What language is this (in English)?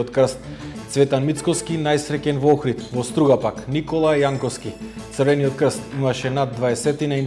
Macedonian